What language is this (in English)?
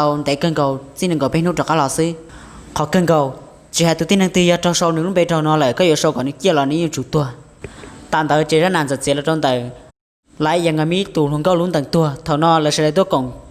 Hmong